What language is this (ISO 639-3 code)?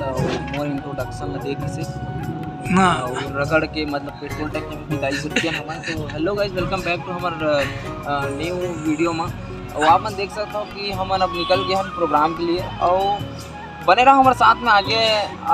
hne